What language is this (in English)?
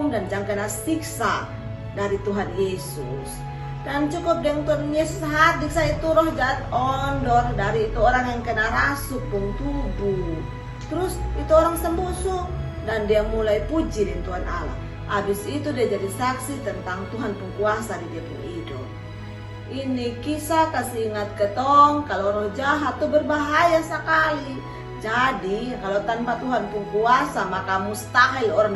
Kupang Malay